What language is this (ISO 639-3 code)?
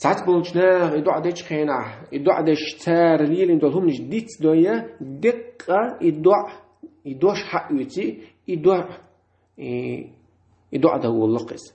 che